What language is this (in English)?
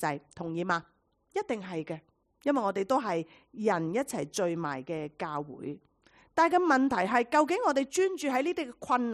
Cantonese